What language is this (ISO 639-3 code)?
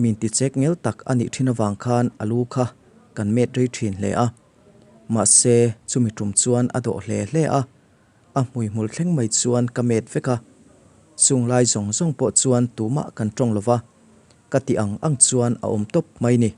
lus